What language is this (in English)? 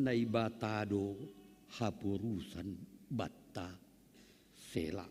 Batak Simalungun